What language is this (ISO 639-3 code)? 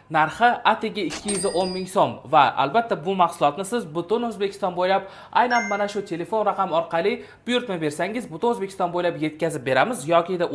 uzb